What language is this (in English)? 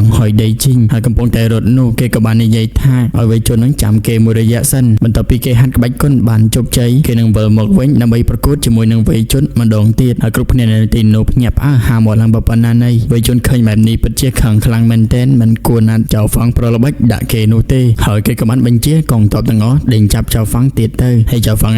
Khmer